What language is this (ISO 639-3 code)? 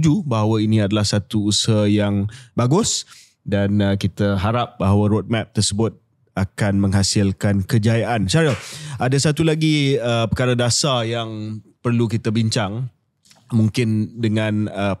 msa